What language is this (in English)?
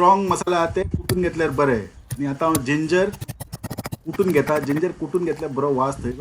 Konkani